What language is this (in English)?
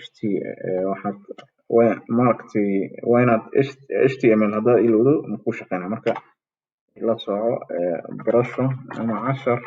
Somali